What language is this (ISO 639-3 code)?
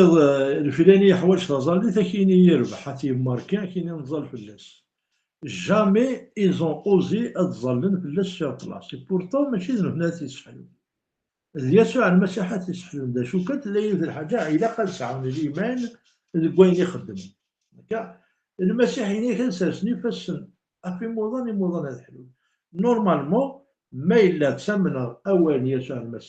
kab